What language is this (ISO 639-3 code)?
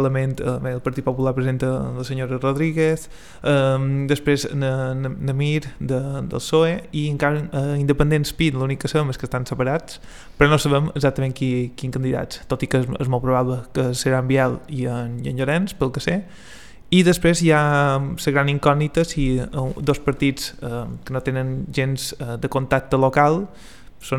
cat